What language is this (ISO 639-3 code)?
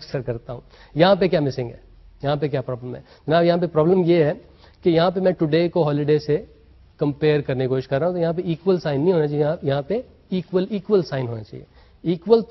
urd